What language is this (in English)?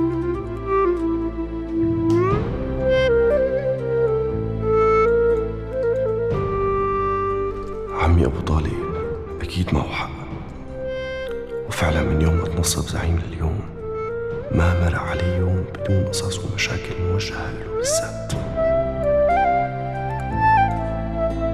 North Levantine Arabic